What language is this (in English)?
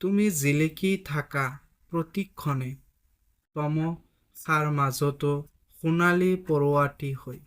Assamese